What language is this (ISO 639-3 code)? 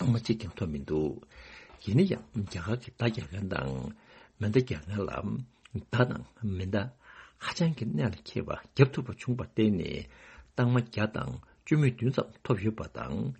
bod